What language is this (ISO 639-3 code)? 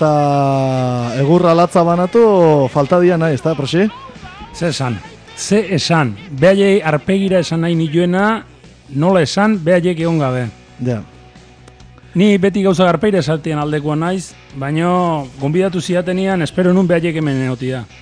eus